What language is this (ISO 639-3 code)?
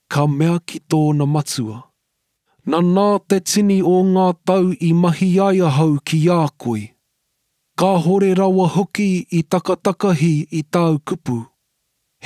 mri